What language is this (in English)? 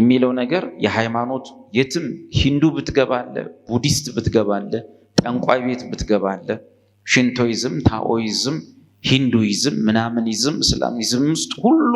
Amharic